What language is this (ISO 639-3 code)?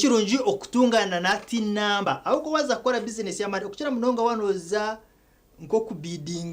nyn